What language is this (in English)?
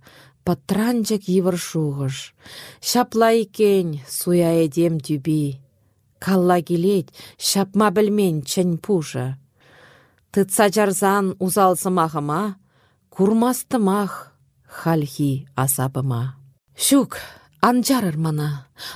Chuvash